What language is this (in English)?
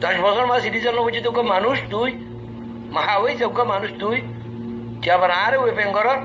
Rohingya